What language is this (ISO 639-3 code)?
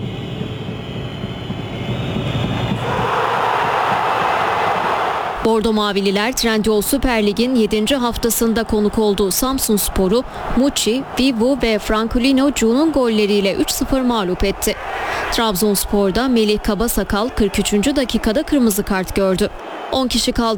tur